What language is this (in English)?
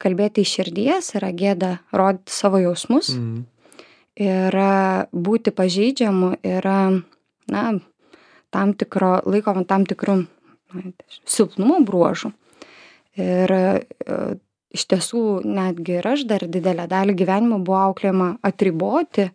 Lithuanian